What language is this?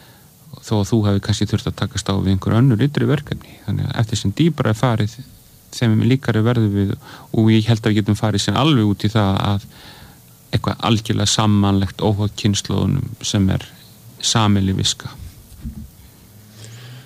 Icelandic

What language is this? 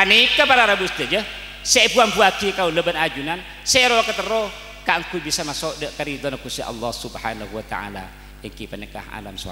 Madurese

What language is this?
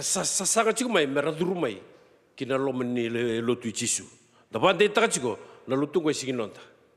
Fijian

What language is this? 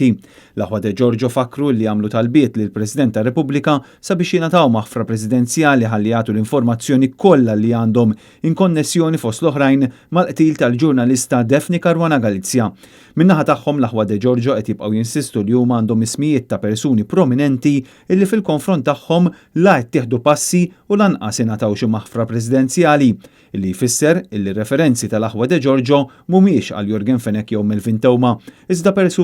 Maltese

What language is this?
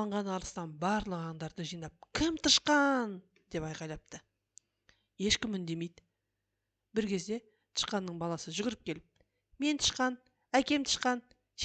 Kazakh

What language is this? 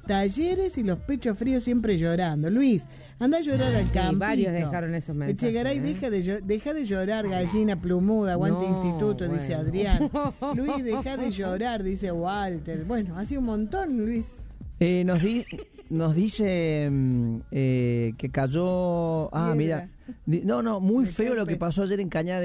Spanish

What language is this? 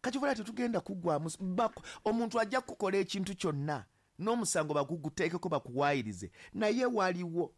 Ganda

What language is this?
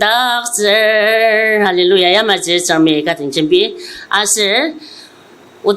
Ao Naga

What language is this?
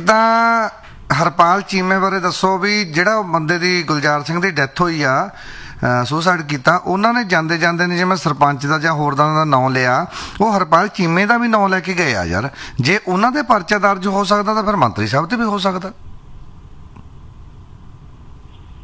Punjabi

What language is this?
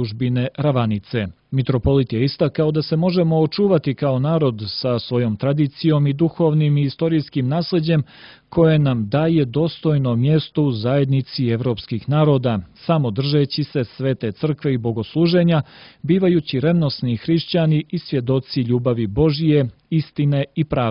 Serbian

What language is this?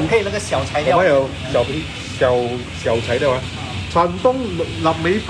Chinese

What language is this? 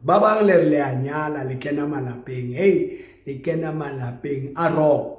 Southern Sotho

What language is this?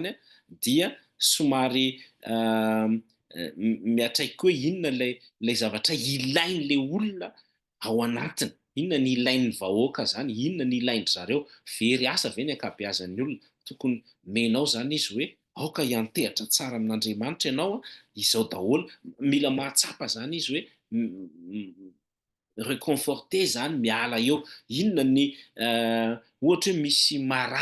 Malagasy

